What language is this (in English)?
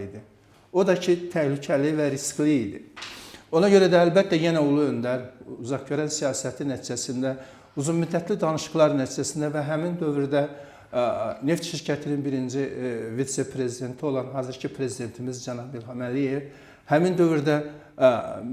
Azerbaijani